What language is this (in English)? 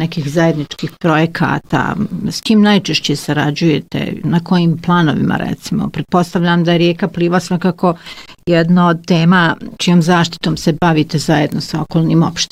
Bosnian